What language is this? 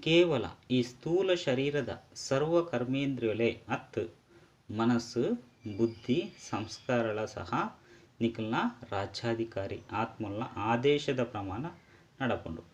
Tulu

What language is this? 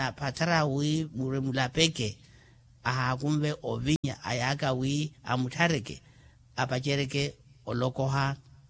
Makhuwa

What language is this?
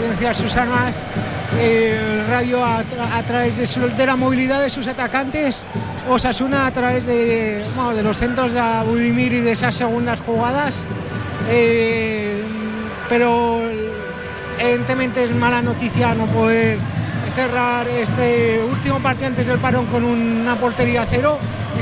Spanish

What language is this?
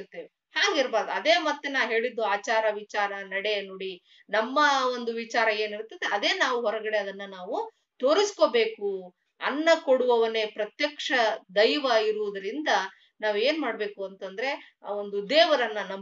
Kannada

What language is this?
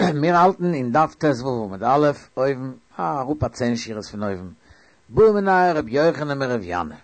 Yiddish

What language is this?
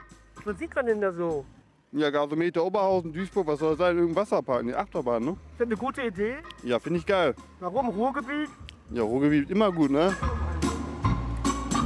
German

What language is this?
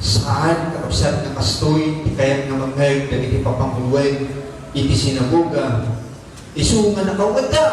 Iloko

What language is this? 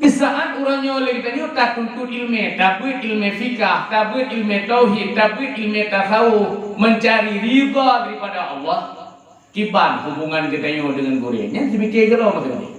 Achinese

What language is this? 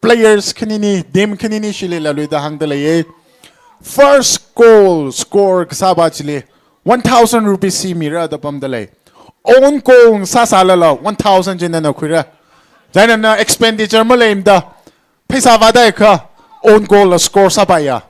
Tangkhul Naga (India)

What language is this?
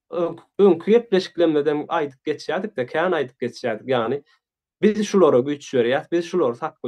Turkmen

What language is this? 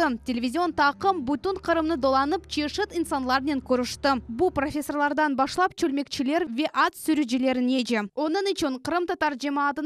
Crimean Tatar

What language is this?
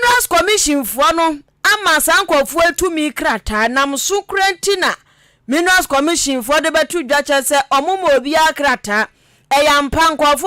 Akan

